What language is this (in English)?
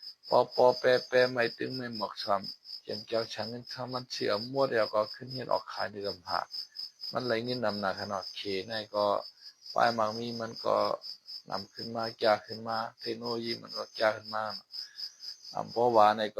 Shan